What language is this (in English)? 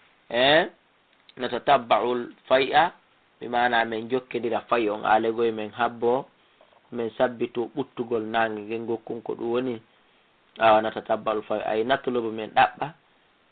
Fula